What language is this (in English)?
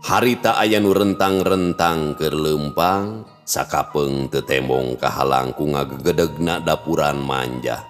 Sundanese